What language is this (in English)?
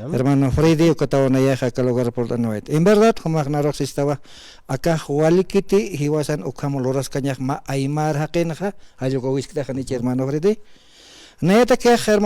Aymara